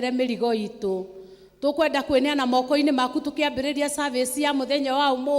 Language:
Kikuyu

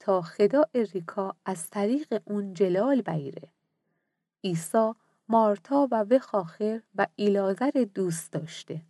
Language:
Mazanderani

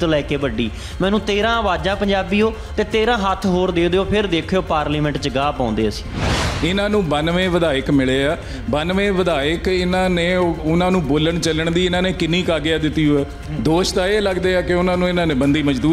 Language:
Punjabi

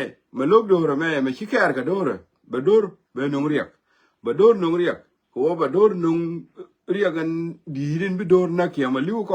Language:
Nuer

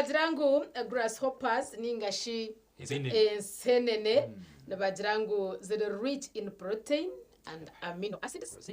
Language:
Nyankole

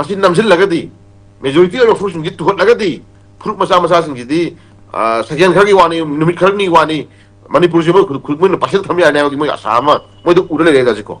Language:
Manipuri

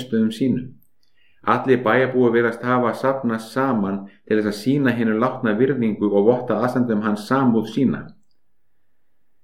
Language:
Icelandic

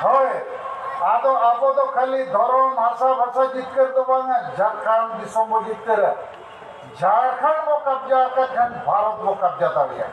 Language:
Santali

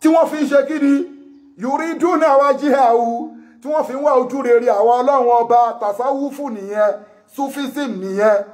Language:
Yoruba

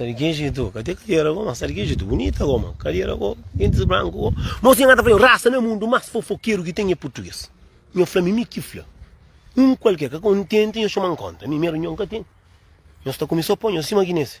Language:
Kabuverdianu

